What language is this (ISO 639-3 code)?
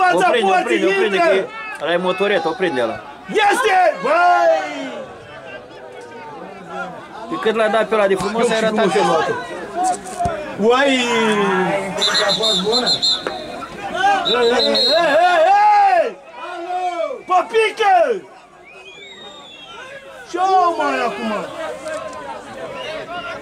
ron